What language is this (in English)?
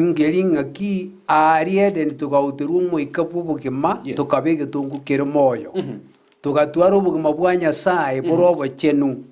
Gusii